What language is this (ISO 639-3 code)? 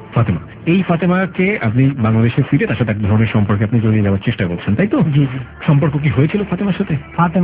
ben